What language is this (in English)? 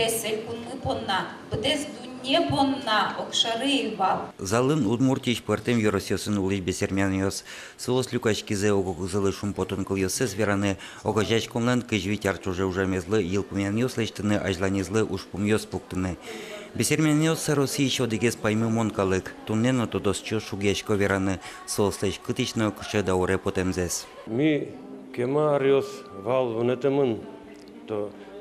Udmurt